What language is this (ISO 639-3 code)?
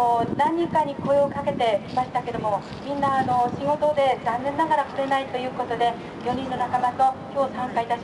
jpn